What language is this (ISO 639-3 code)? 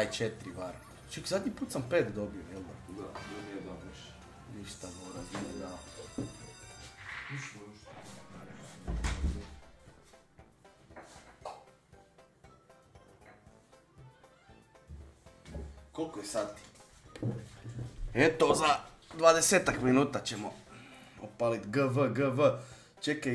hrv